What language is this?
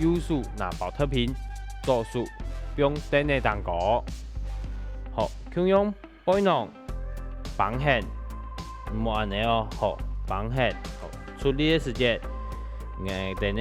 Hakka Chinese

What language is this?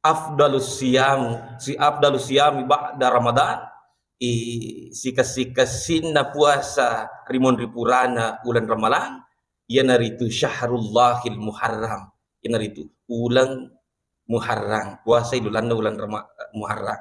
Buginese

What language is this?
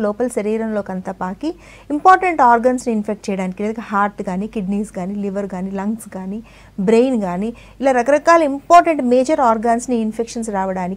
Telugu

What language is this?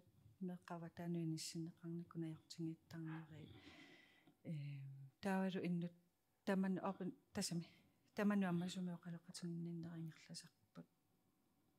Kalaallisut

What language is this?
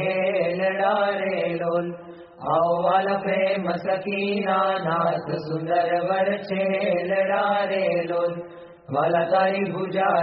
Gujarati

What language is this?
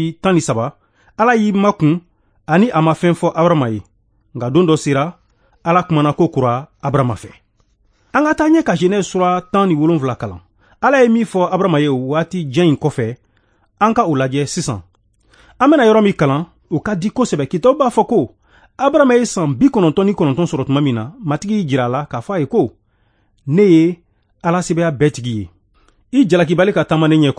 Bambara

